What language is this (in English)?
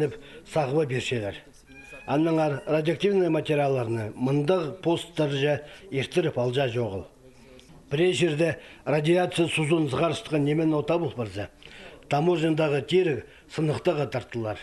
Khakas